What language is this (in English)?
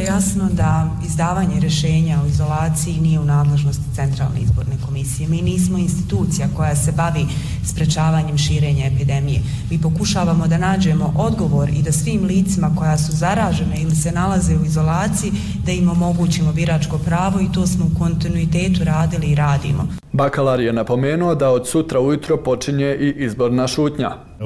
Bosnian